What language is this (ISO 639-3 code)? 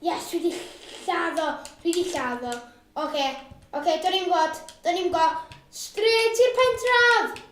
cym